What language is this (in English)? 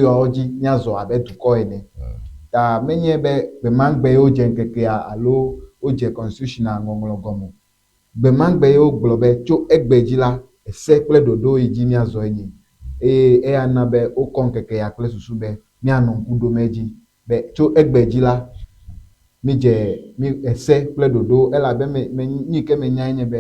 Ewe